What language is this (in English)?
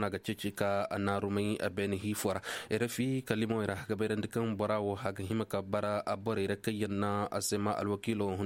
Koyraboro Senni